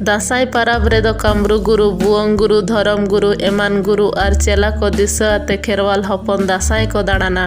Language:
Santali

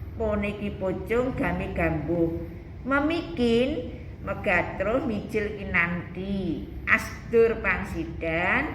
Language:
Javanese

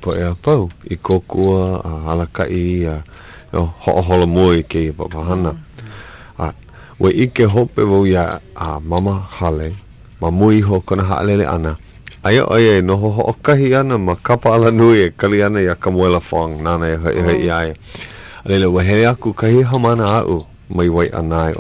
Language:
Hawaiian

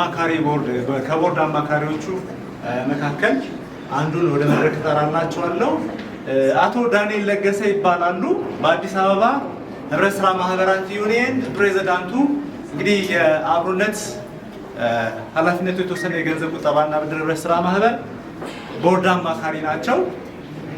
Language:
Amharic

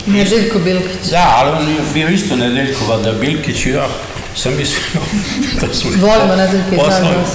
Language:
Serbian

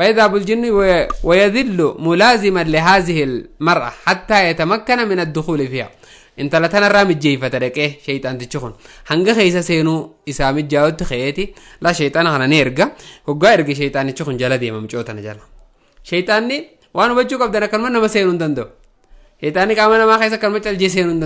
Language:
Oromo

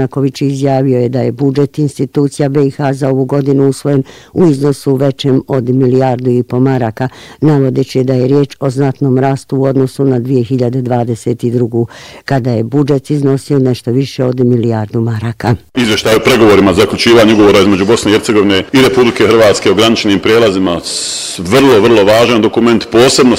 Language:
Bosnian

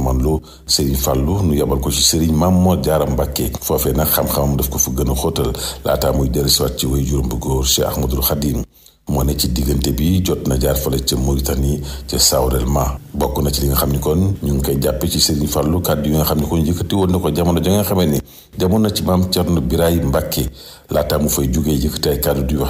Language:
Wolof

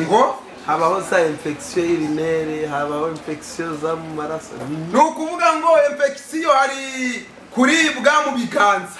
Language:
Kinyarwanda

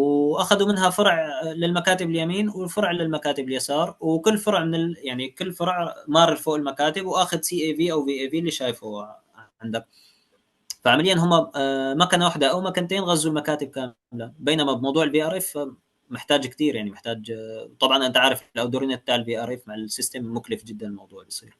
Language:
Egyptian Arabic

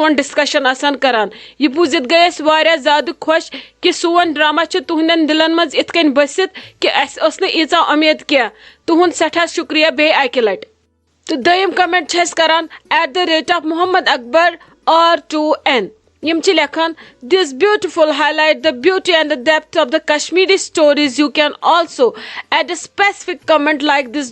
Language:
Kashmiri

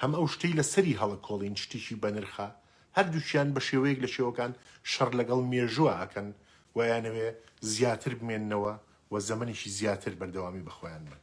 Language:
Central Kurdish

